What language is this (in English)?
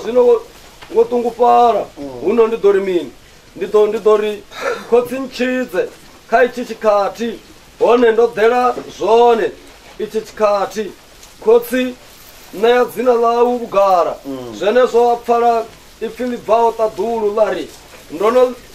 Venda